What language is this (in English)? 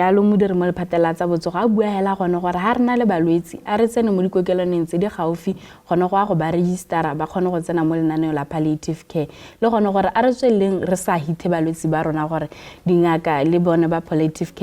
Tswana